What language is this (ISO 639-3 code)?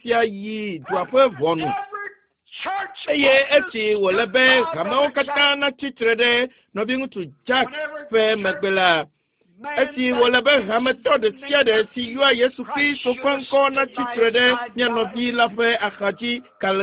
ewe